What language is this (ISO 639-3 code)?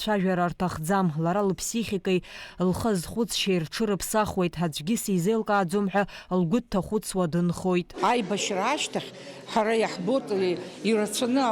abk